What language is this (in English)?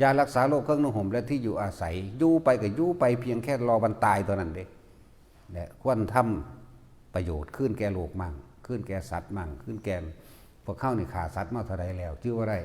Northeastern Thai